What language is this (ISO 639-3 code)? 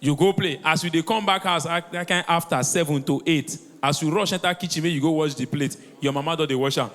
pcm